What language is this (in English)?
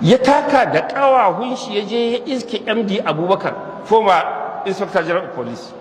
Hausa